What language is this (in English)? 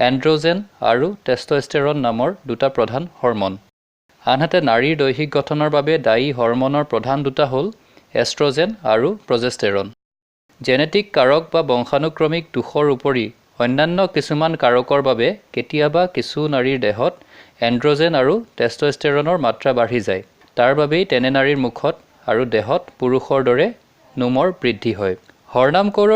Assamese